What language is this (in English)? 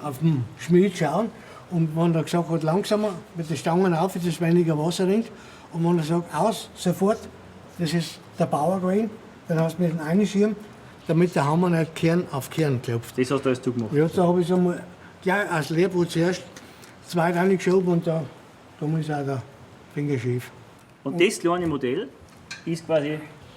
Bavarian